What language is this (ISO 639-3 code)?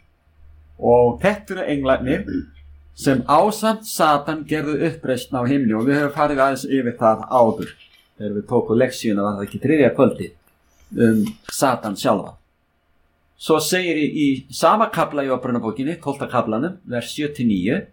isl